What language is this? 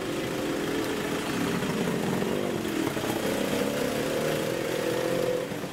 Filipino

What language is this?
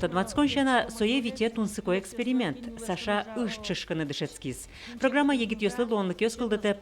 Udmurt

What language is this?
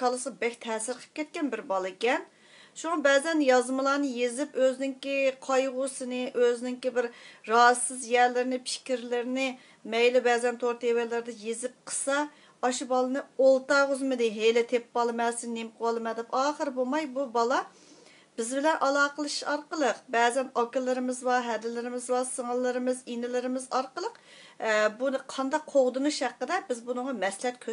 Uyghur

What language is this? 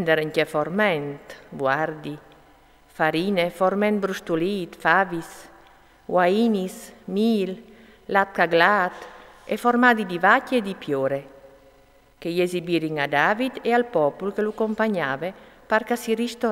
Friulian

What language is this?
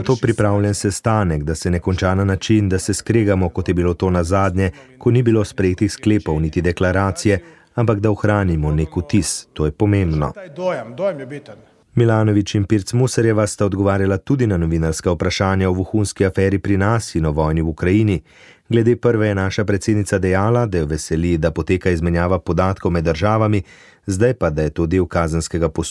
Slovenian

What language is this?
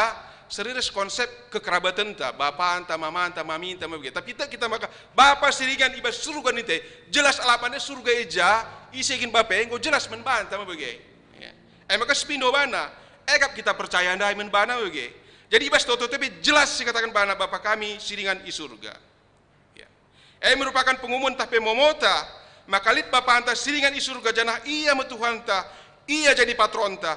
Batak Karo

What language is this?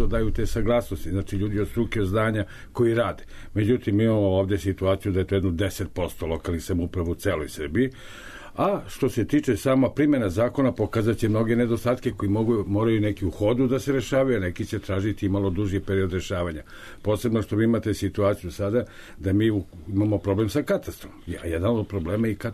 Serbian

